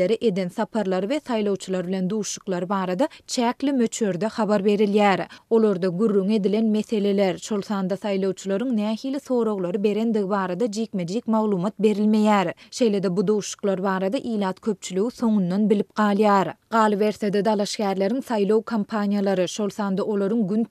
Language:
Turkmen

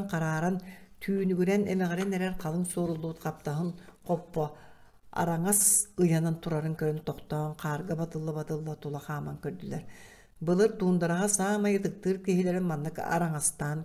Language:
Yakut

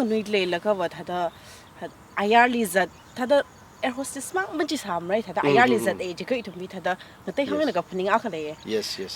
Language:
Tangkhul Naga (India)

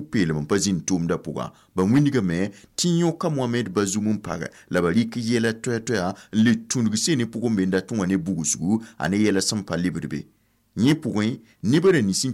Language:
Mossi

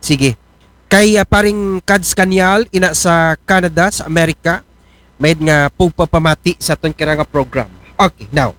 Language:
Aklanon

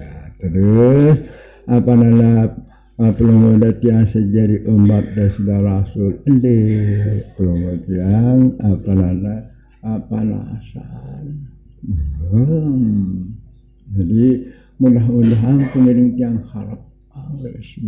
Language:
Sasak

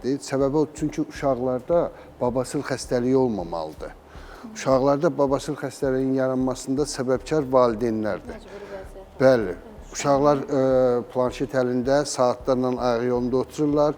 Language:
Azerbaijani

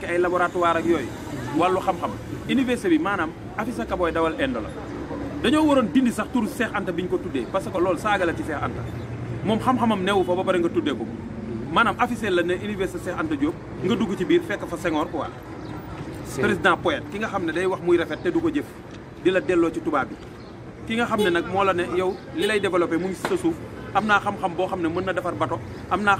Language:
Wolof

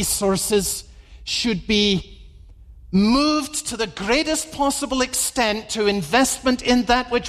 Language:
English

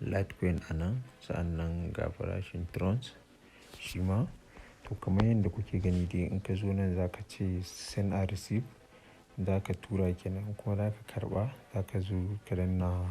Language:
Hausa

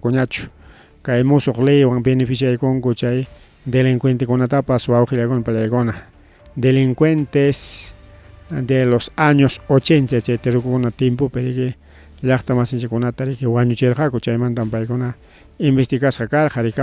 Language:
Ayacucho Quechua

